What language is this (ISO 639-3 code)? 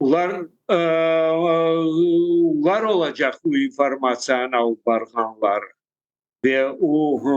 crh